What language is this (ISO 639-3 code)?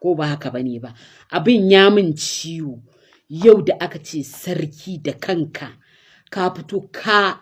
hau